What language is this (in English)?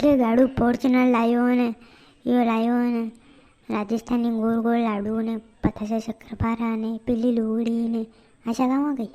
Rajasthani